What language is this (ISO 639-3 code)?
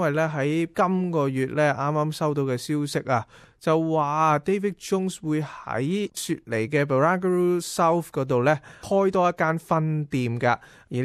yue